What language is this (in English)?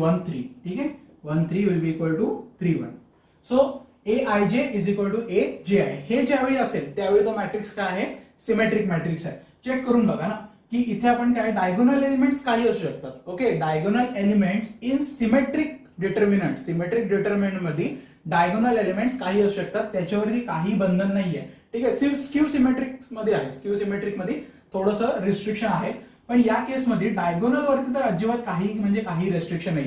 Marathi